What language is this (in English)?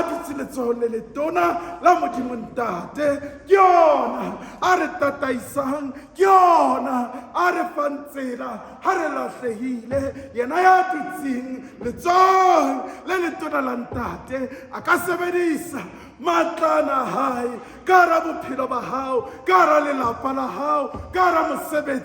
Southern Sotho